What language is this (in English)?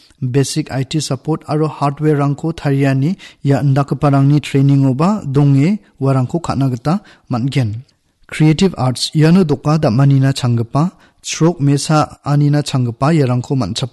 Garo